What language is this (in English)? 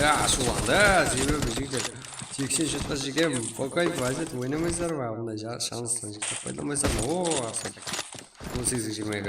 Kara-Kalpak